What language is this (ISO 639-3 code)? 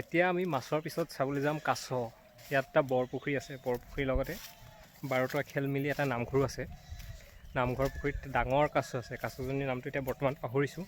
asm